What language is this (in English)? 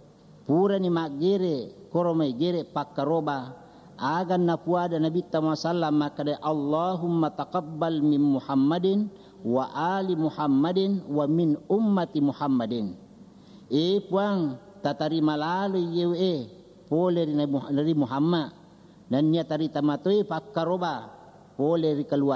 Buginese